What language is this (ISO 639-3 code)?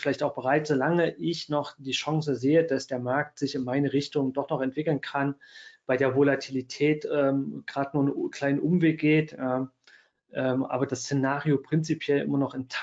deu